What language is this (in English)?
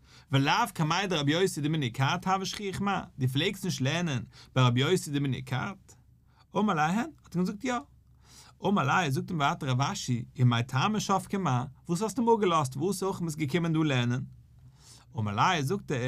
Yiddish